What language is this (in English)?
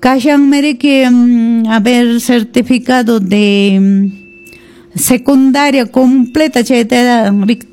Quechua